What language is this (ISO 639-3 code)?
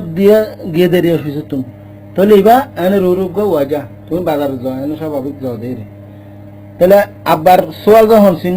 rhg